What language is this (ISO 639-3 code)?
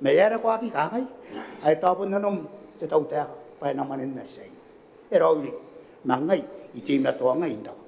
gil